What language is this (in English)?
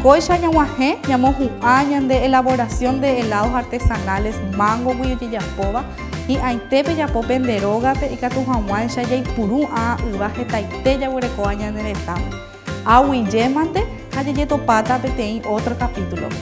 Guarani